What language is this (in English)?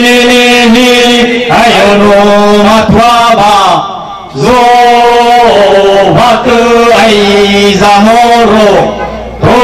Nias